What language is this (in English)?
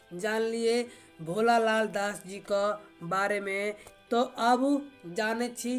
Maithili